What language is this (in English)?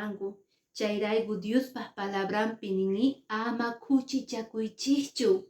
Quechua